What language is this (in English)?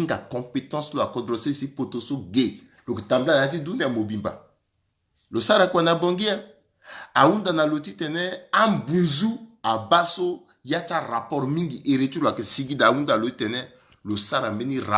Sango